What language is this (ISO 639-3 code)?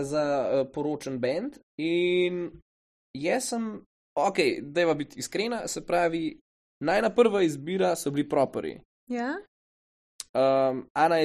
slv